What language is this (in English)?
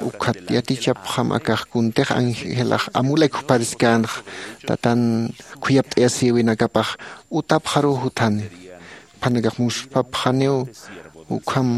Aymara